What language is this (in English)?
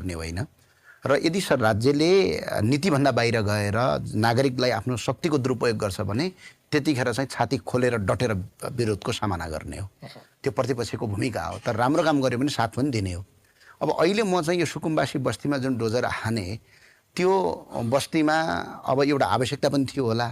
Nepali